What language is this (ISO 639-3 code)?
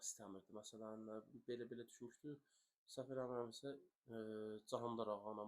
aze